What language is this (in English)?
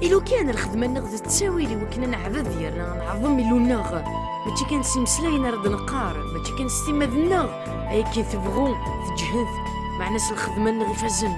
Kabyle